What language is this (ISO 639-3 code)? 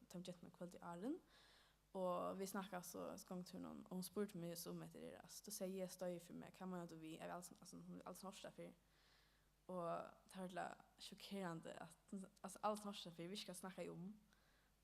fao